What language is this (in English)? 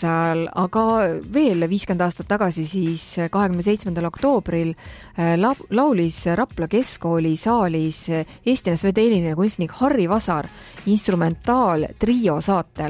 Estonian